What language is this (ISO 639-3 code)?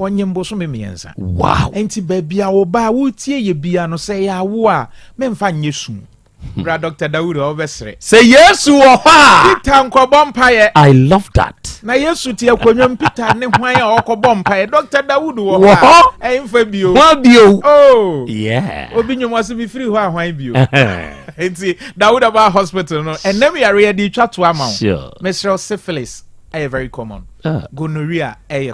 aka